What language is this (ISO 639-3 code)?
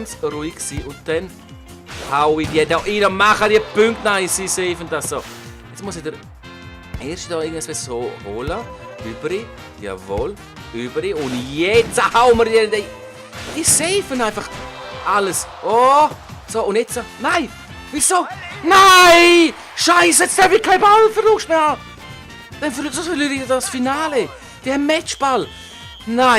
gsw